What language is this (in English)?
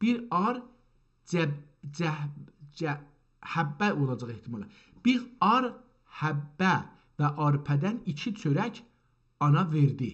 South Azerbaijani